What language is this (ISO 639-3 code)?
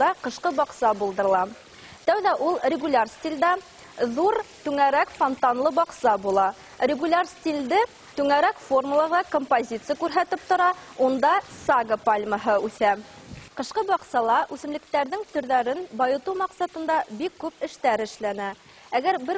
bak